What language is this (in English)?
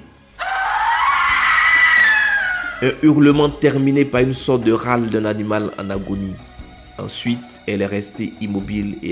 French